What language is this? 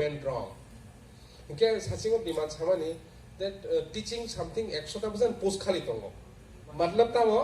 Kok Borok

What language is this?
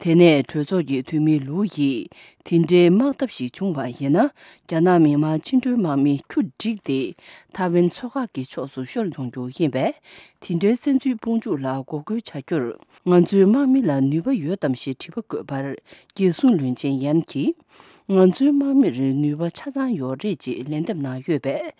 Tibetan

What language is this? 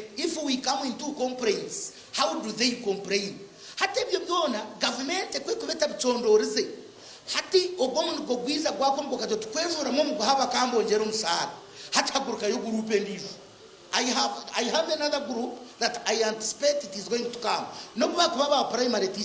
Nyankole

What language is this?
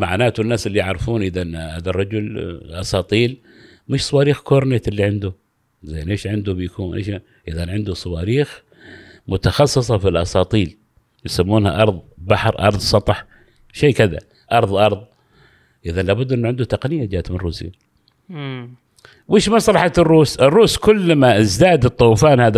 Gulf Arabic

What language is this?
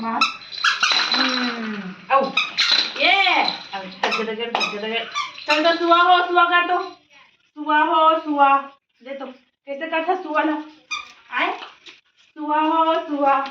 Chhattisgarhi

